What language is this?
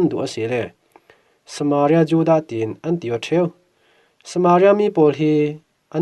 Falam Chin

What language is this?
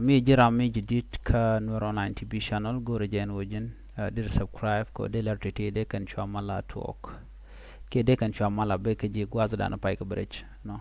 Nuer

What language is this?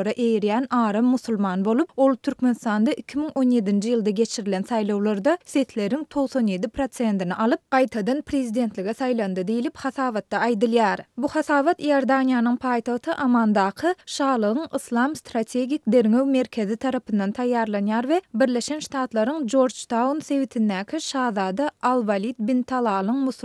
Turkmen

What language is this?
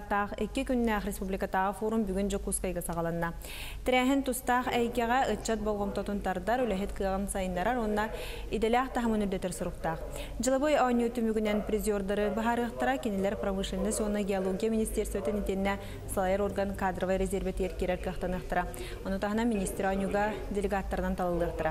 Yakut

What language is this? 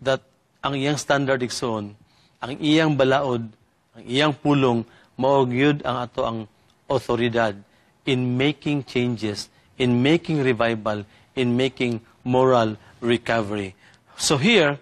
Cebuano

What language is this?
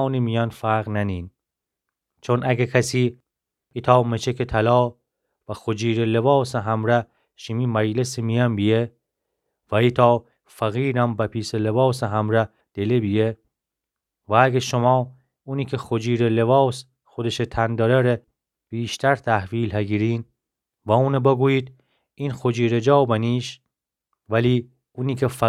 Gilaki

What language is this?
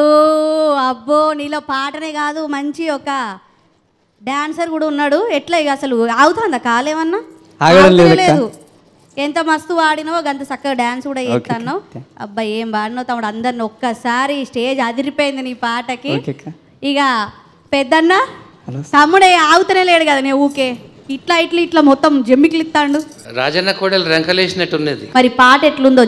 Telugu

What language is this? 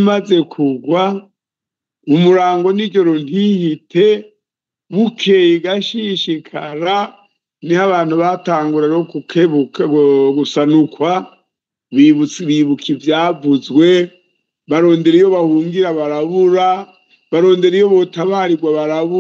Rundi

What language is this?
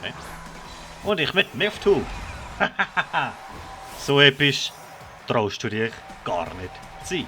Swiss German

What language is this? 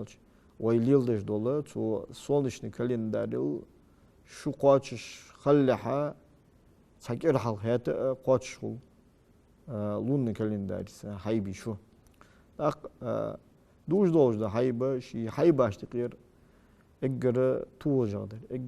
Ingush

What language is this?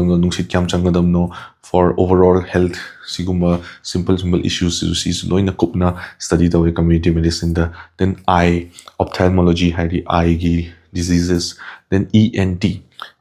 Manipuri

